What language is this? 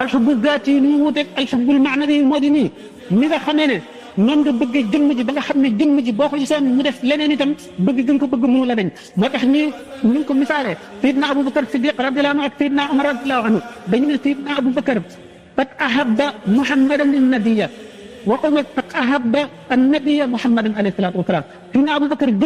Wolof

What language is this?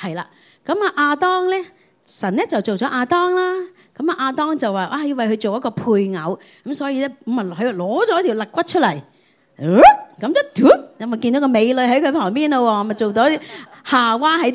Cantonese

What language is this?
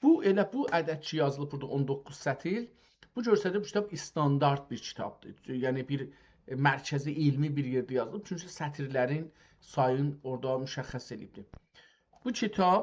South Azerbaijani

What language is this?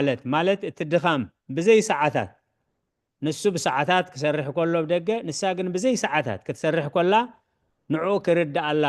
Tigrinya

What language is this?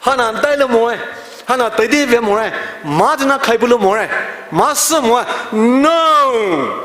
Poumei Naga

